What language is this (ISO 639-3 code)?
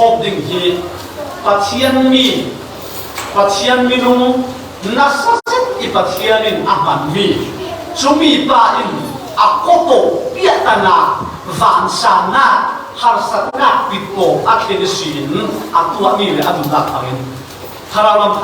cfm